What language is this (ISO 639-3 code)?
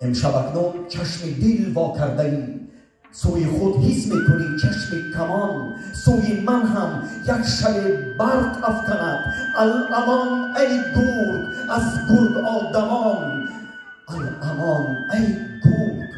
tgk